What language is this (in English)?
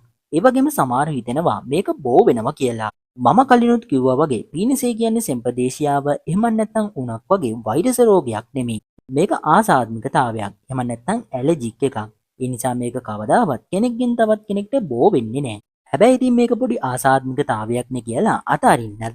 Sinhala